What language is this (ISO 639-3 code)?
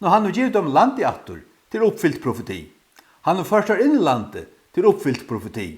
fao